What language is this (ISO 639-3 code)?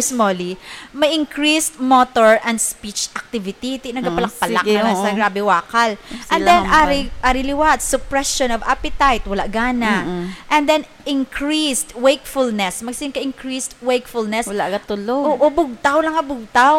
hil